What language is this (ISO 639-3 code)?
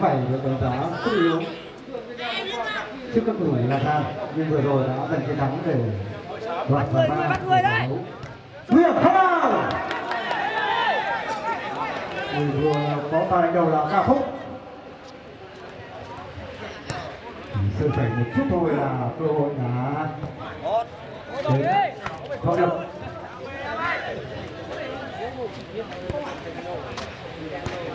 vie